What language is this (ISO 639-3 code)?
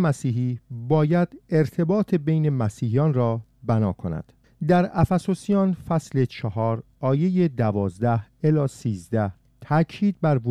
fas